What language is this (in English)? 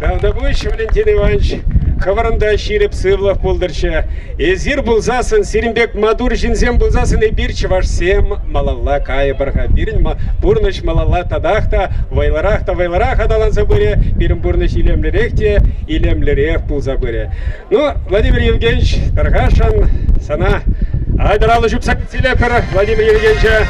Chuvash